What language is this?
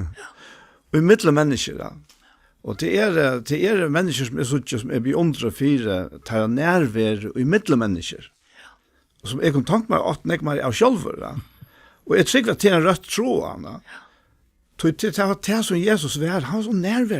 Faroese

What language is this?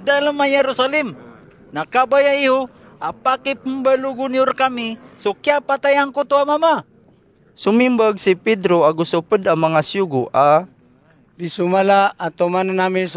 Maranao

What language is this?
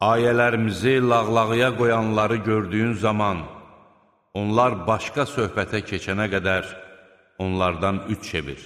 Azerbaijani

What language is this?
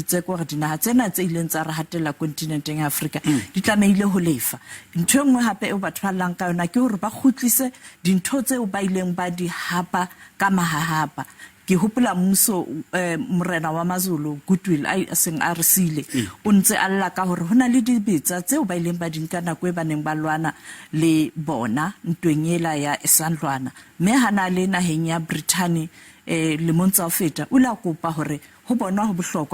Southern Sotho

